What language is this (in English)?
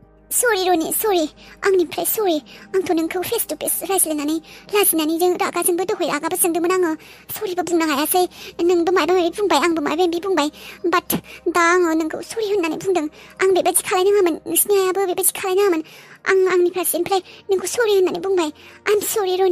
Bodo